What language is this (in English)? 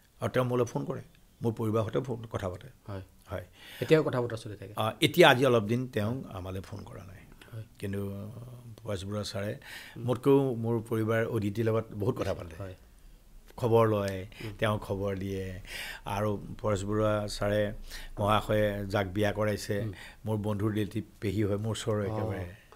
Assamese